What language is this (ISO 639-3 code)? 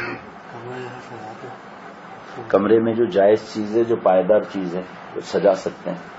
urd